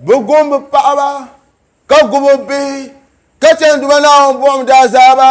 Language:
Dagbani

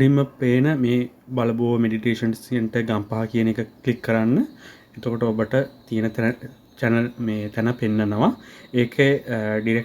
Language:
Sinhala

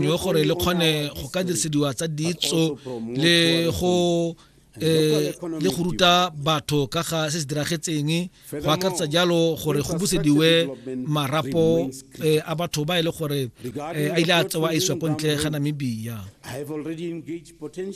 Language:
Tswana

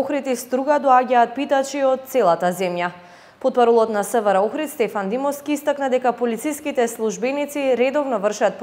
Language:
Macedonian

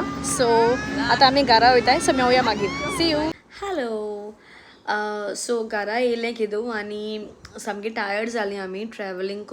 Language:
Konkani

